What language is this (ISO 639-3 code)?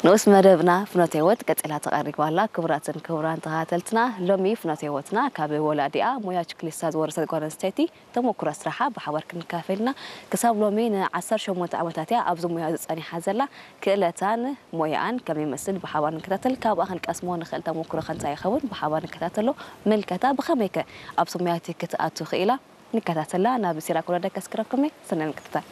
tir